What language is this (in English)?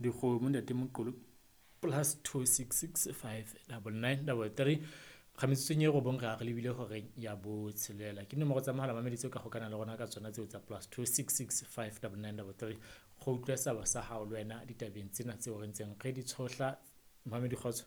Southern Sotho